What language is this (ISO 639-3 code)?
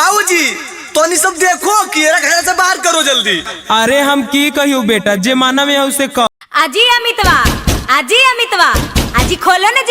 mag